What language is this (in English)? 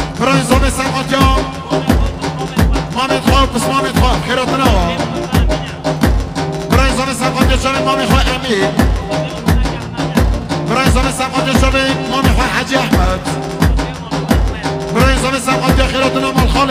Persian